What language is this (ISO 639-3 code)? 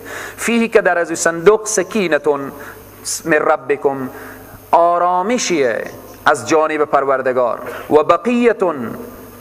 fas